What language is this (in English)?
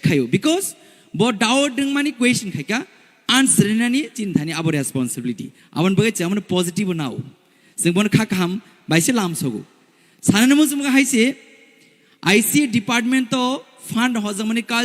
Kok Borok